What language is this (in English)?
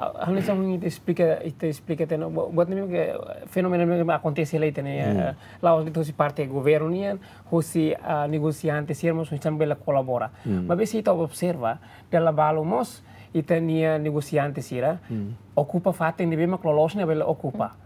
Tetum